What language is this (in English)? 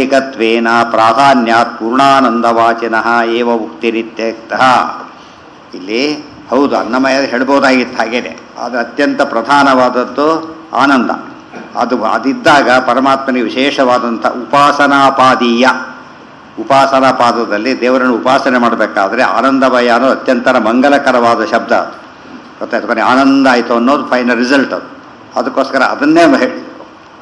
Kannada